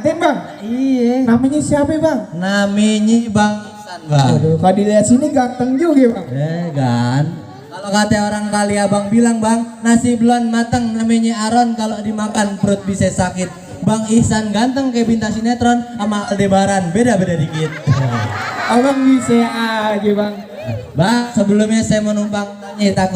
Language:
Betawi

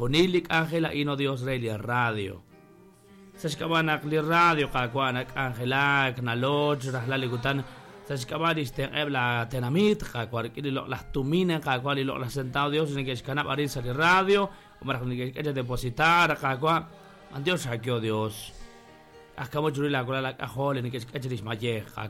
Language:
Kekchí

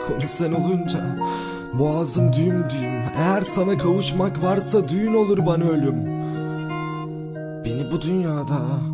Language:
Turkish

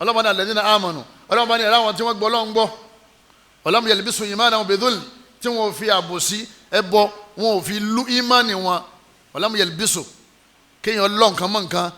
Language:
Yoruba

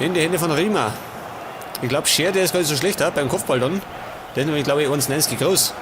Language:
Bavarian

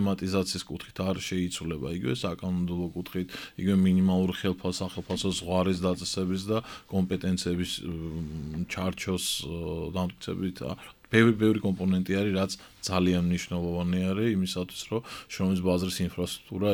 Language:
Georgian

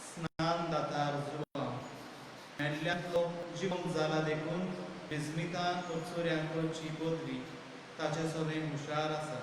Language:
Konkani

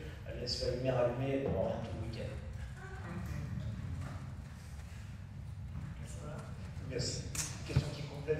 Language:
French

